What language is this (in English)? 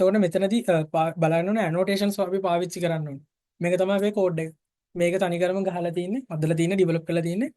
Sinhala